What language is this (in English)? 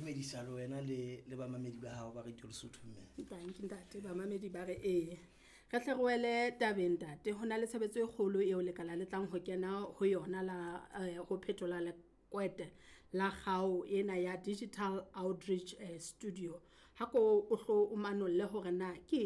Southern Sotho